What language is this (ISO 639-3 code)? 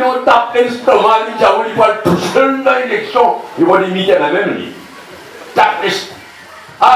mfe